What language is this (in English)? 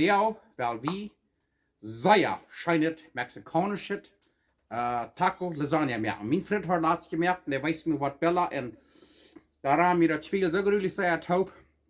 Plautdietsch